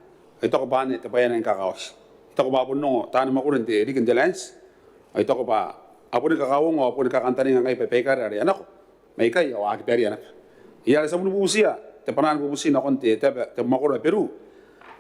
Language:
Gilbertese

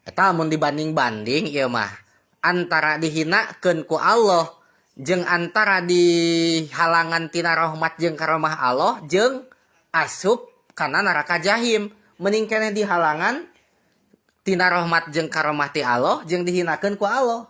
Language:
Sundanese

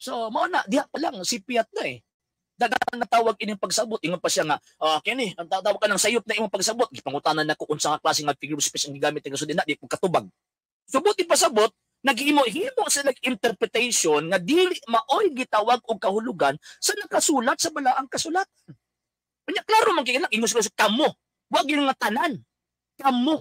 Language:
Cebuano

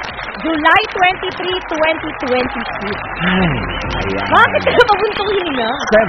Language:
Filipino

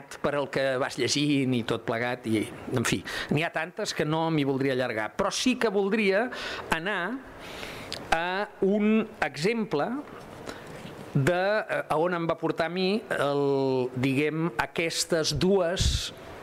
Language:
Catalan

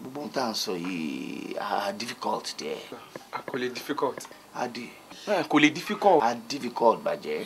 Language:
Yoruba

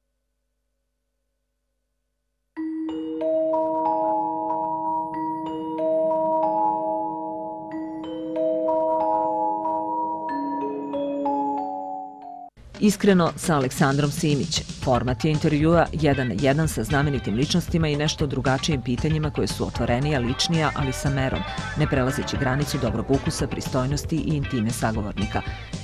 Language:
Serbian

